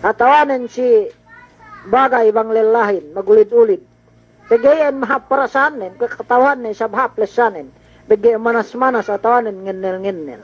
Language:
Yakan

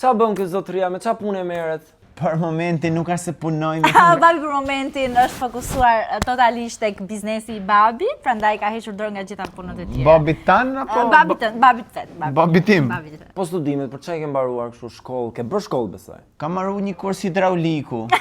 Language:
Albanian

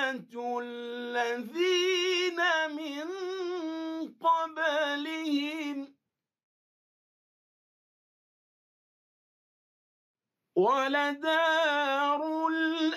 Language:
Arabic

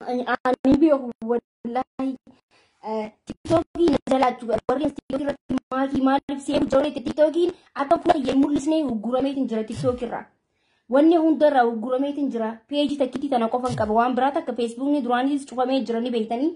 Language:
Oromo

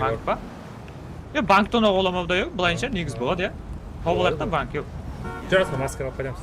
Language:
Kara-Kalpak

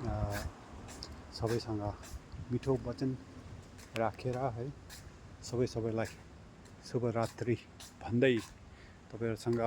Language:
Nepali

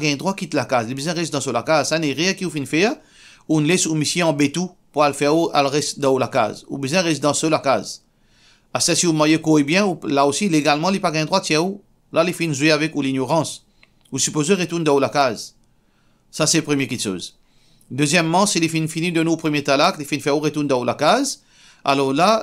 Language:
Morisyen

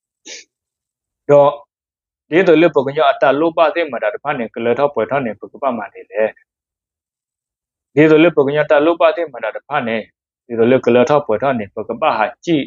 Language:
S'gaw Karen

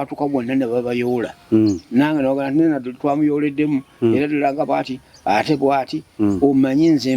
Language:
Ganda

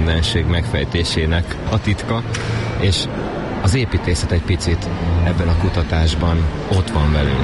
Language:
Hungarian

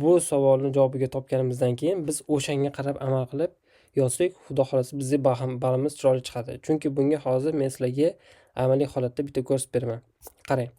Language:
Uzbek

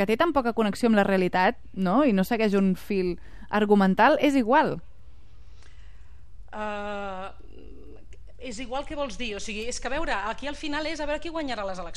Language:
Catalan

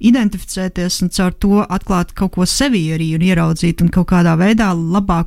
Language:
Latvian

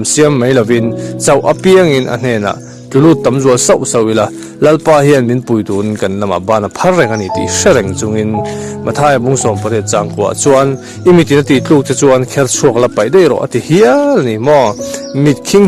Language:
Mizo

